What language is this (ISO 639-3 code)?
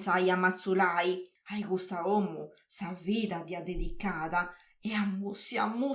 srd